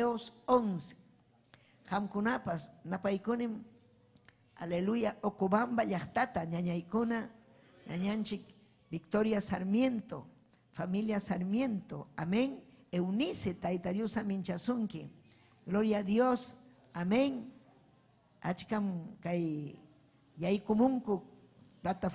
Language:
Ayacucho Quechua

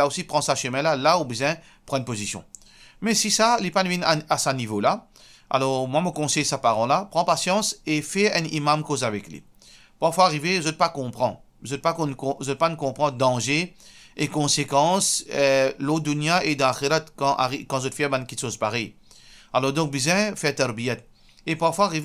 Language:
Morisyen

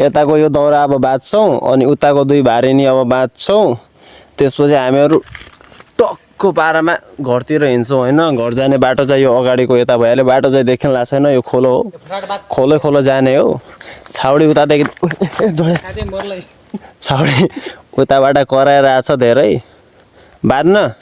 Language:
Nepali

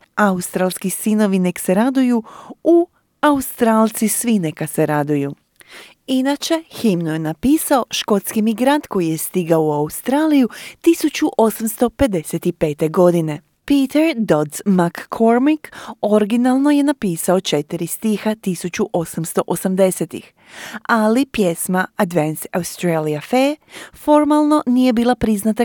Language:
Croatian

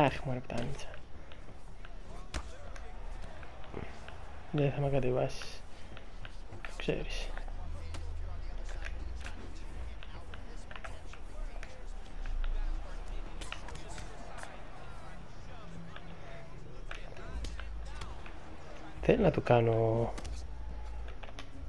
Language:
Greek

